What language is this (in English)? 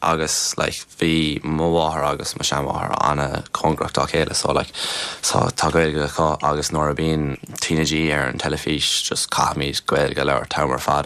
Irish